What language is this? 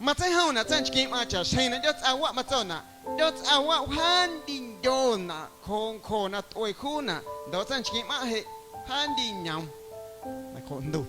Guerrero Amuzgo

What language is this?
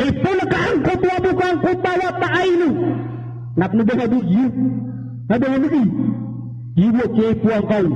Maranao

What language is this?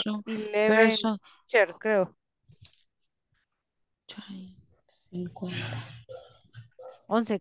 Spanish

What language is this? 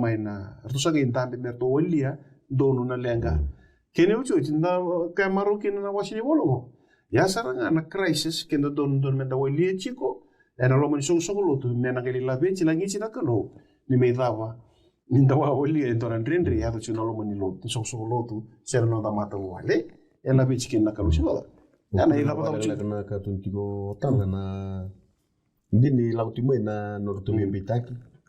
Fijian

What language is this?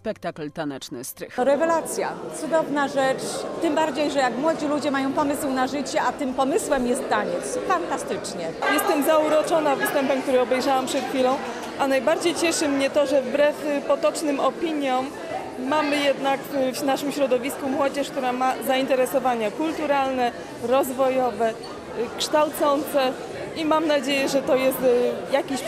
Polish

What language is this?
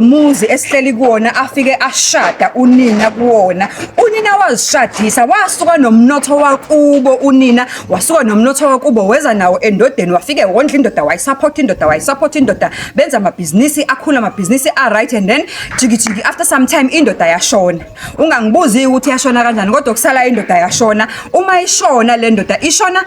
Zulu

